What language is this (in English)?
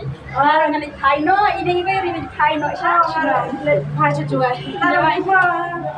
Khasi